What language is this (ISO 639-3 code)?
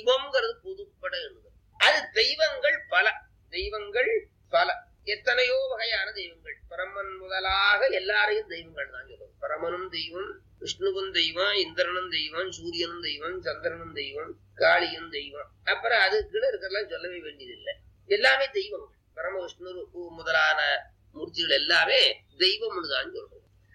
tam